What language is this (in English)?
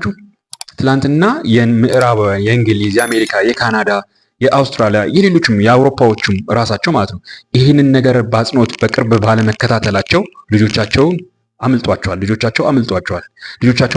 Amharic